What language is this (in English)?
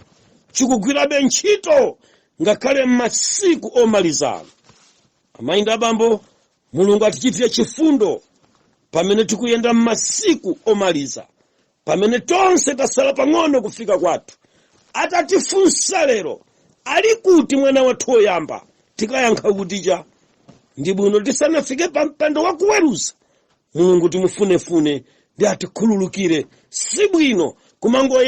Nyanja